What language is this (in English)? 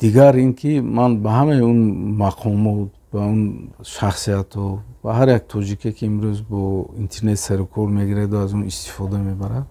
Tajik